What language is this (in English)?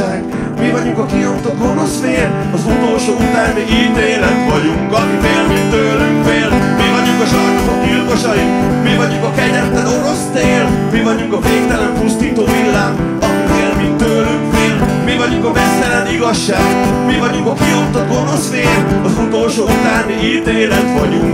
Hungarian